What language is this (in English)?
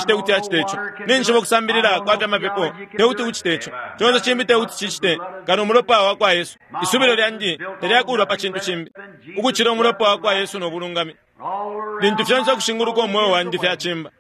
Bemba